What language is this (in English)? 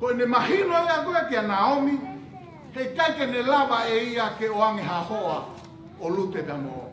Tongan